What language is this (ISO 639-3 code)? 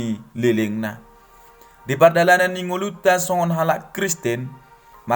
bbc